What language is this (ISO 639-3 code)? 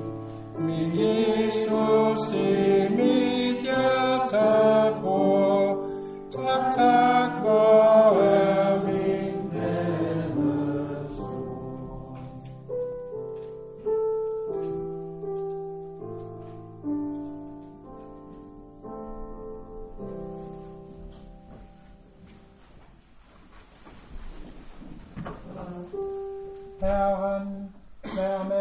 dan